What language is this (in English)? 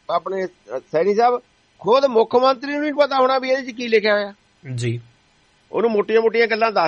Punjabi